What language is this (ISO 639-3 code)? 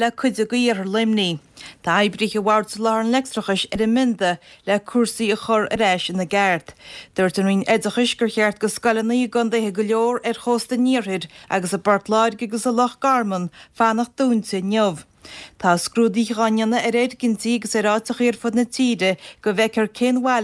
gle